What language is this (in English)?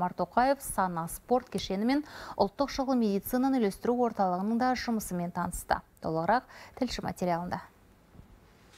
Kazakh